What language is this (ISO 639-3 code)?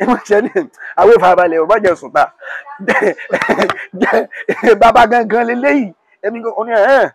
yor